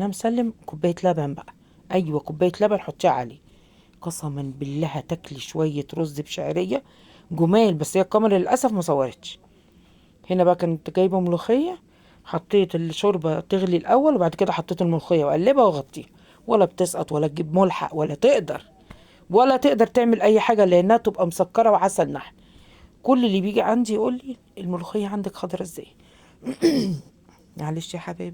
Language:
Egyptian Arabic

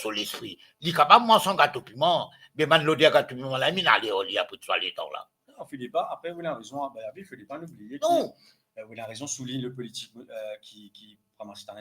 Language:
Morisyen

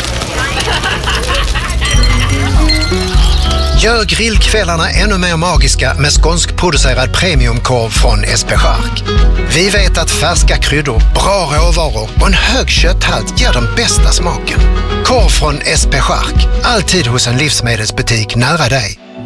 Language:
Swedish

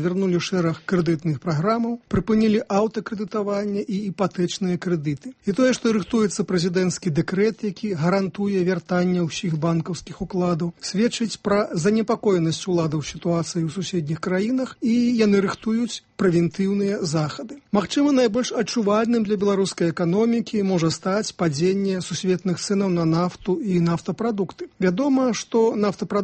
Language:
Belarusian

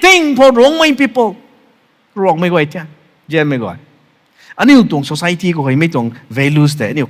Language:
Rongmei Naga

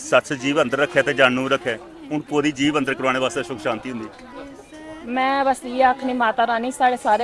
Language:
Dogri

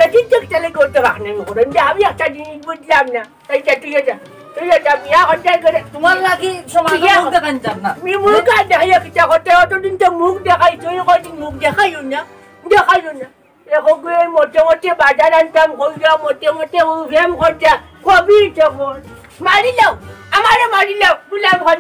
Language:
Sylheti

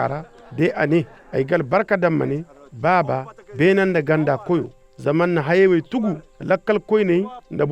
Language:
Zarma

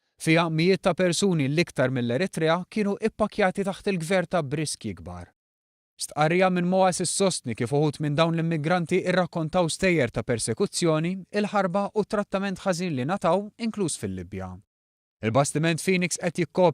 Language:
Maltese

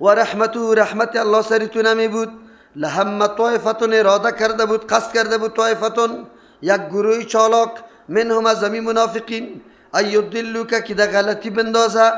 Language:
Persian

